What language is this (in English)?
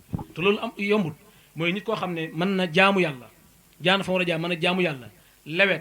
Wolof